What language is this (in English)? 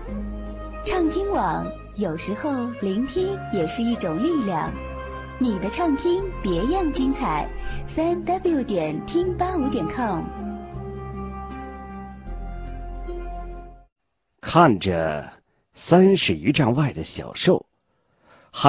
Chinese